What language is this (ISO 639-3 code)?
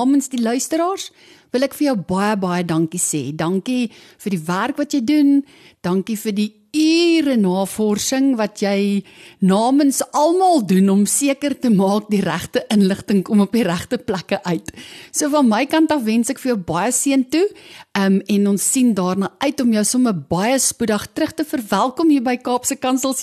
afr